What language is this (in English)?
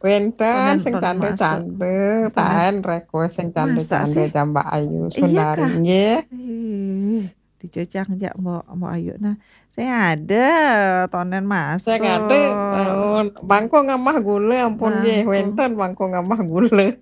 Balinese